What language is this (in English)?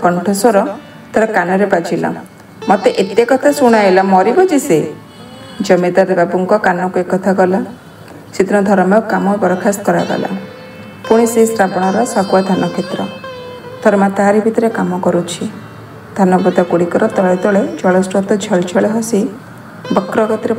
Odia